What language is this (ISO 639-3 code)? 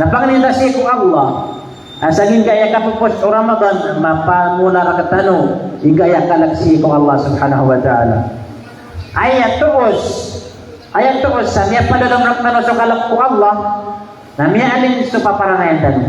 mrw